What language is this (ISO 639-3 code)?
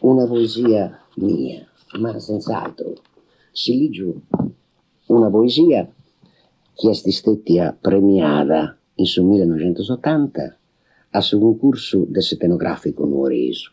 srd